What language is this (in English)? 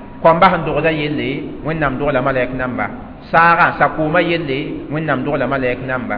Mossi